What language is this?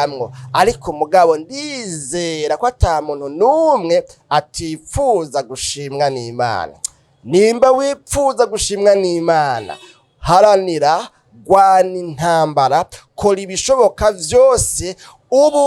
Rundi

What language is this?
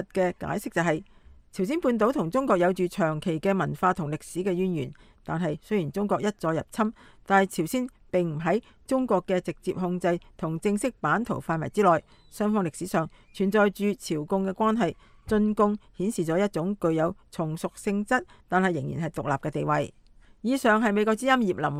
Cantonese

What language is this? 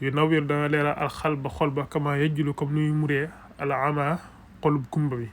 Wolof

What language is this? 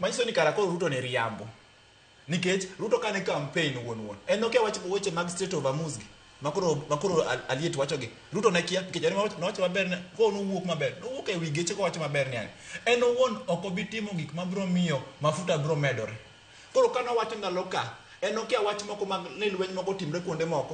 Luo (Kenya and Tanzania)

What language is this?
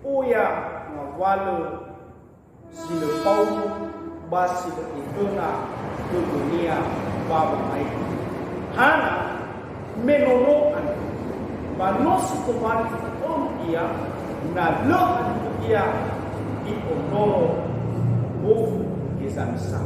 Nias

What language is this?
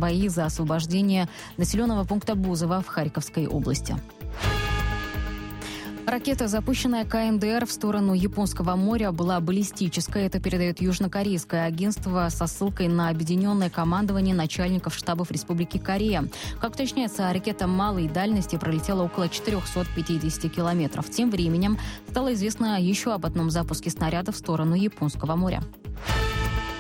Russian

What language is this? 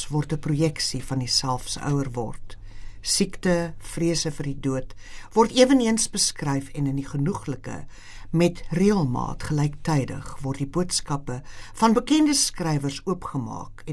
Afrikaans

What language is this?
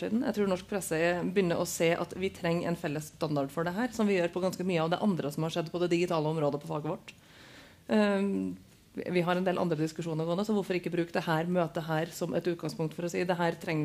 Norwegian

